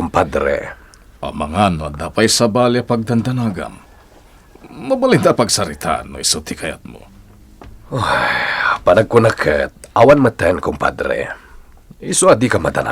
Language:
Iloko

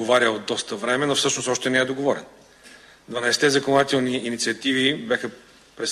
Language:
Bulgarian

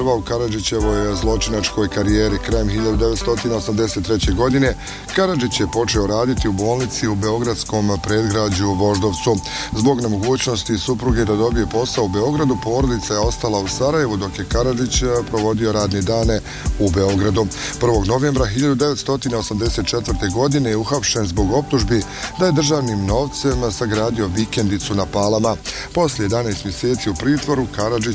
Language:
Bosnian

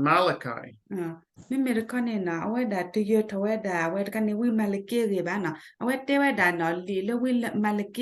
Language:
S'gaw Karen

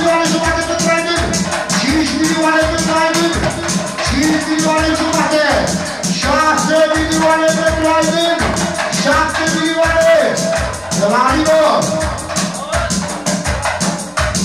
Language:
Romanian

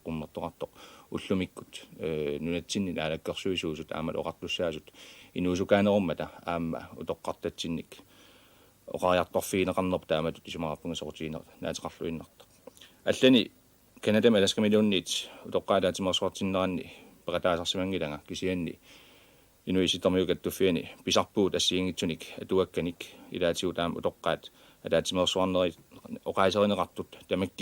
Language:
Kalaallisut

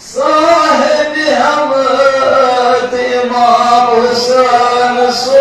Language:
Kashmiri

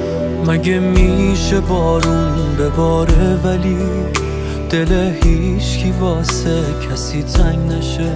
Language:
Persian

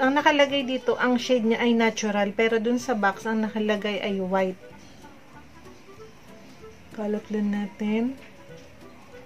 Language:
Filipino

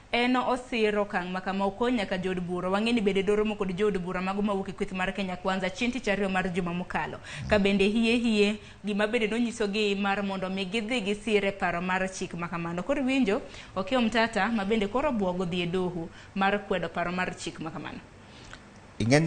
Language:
Luo (Kenya and Tanzania)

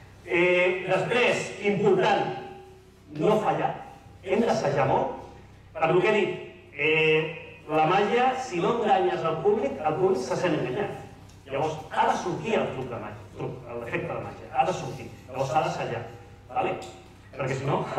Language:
Catalan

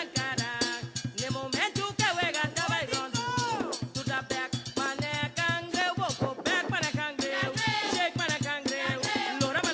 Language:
Papiamento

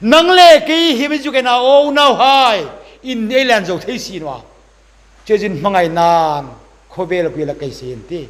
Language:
Hmar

